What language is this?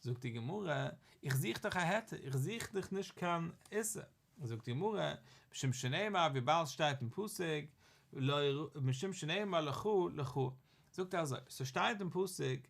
Yiddish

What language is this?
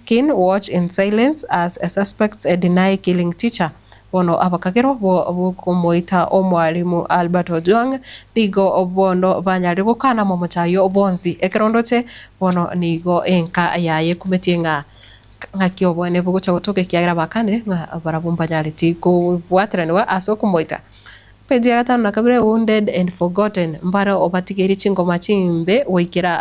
Gusii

